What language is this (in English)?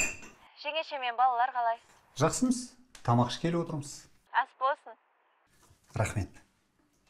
Kazakh